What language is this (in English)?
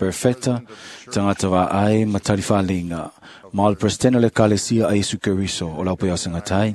Samoan